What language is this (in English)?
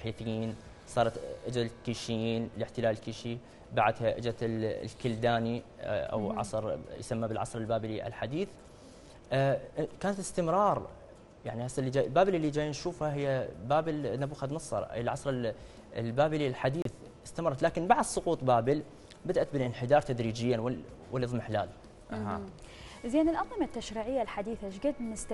Mesopotamian Arabic